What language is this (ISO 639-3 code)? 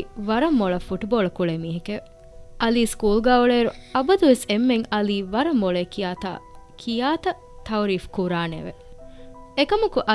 div